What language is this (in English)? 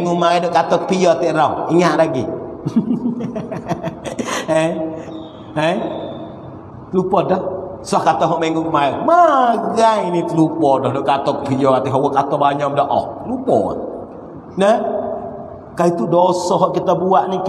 Pattani Malay